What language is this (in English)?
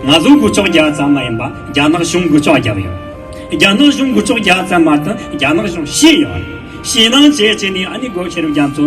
Tibetan